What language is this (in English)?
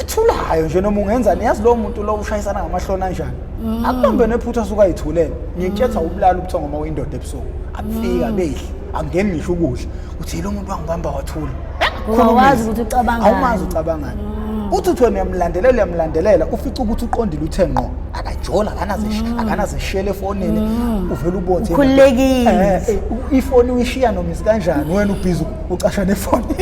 Zulu